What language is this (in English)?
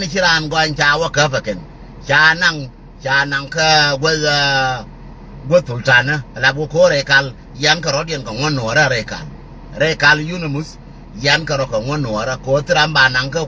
Nuer